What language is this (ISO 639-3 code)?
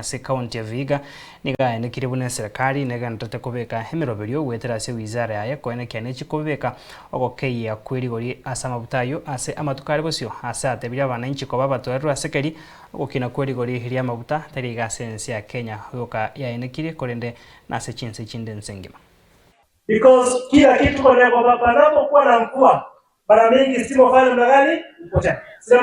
guz